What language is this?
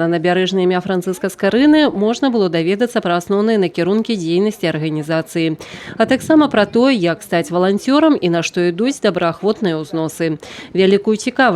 Belarusian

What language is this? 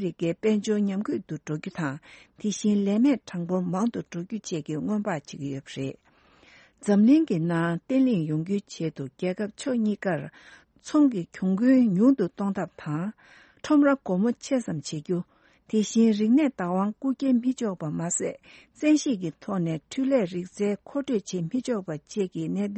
Tibetan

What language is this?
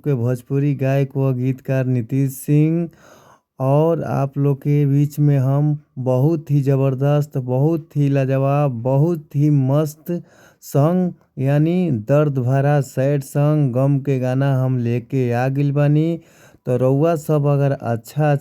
Bhojpuri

